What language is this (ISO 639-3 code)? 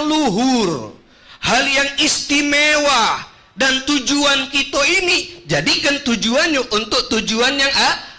mui